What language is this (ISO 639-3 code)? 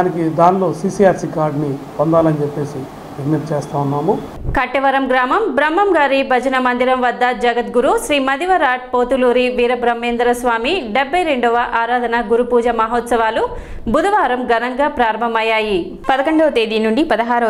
tel